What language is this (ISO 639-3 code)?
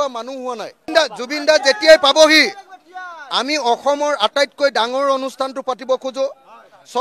asm